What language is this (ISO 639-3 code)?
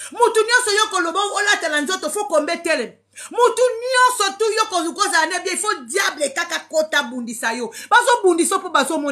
lin